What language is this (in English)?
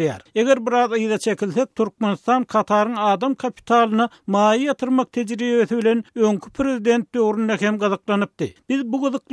Turkmen